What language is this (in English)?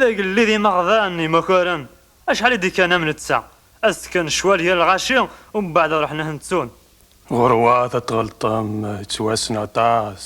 Kabyle